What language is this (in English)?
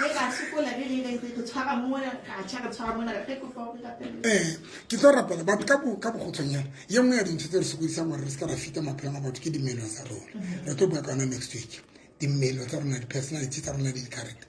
Southern Sotho